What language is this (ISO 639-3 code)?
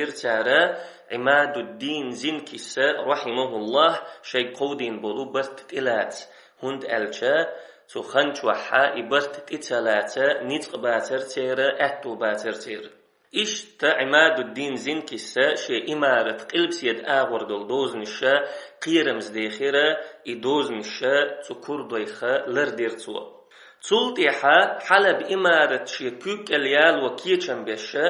che